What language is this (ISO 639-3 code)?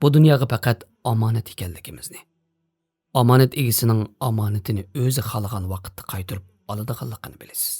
uig